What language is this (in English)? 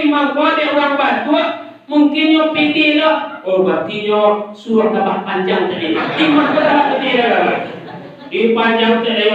Minangkabau